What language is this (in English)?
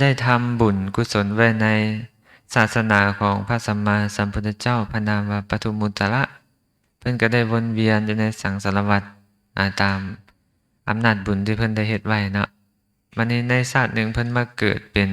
Lao